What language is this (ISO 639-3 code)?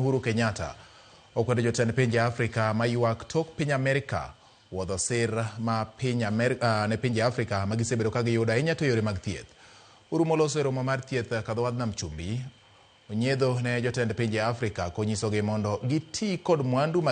luo